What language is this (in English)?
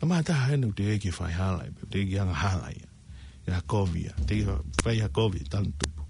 Tongan